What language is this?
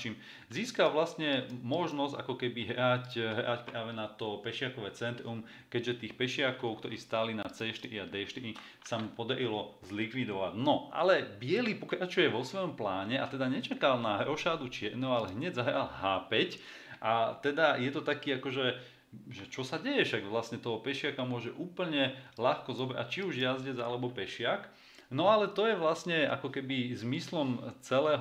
Slovak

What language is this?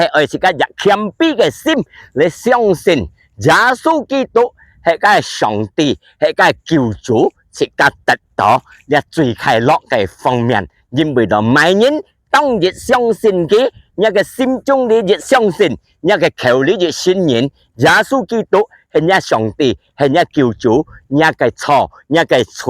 Hakka Chinese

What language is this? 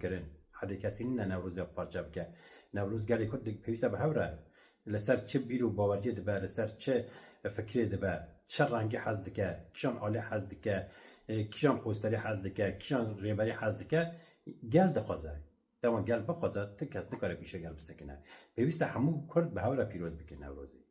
Kurdish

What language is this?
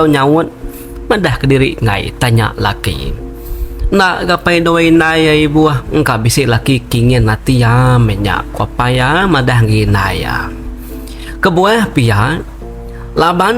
Iban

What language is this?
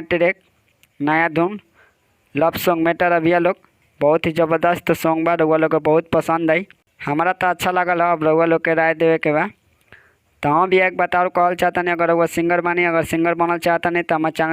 Bhojpuri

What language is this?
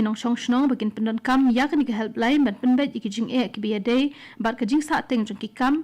Khasi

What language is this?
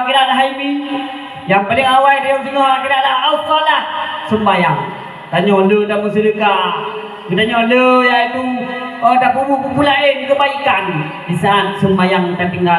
Achinese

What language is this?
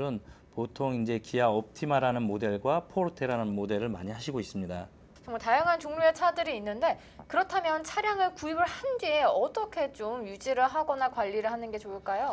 Korean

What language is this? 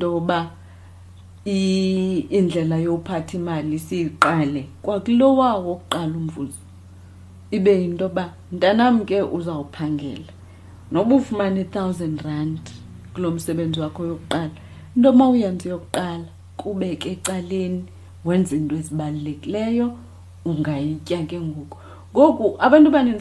Xhosa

